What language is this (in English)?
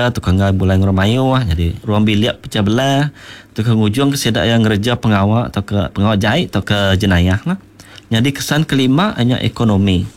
Iban